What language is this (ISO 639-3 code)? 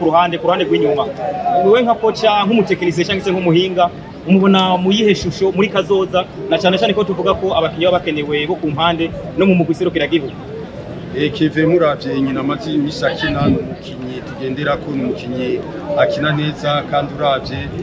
run